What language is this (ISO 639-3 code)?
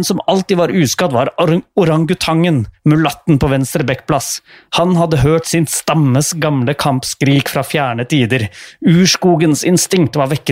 nor